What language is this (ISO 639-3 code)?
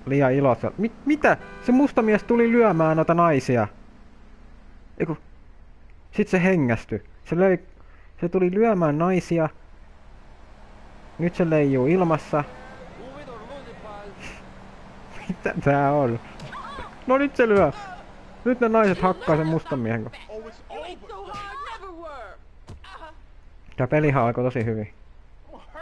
fin